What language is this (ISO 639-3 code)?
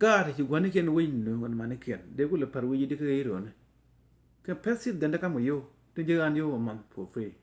nus